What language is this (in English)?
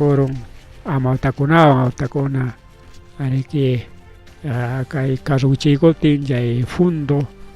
Ayacucho Quechua